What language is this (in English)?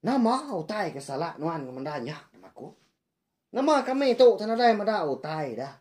Iban